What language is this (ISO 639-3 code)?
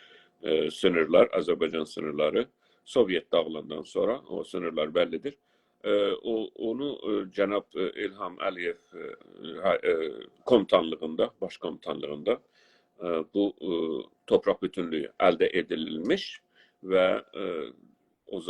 azb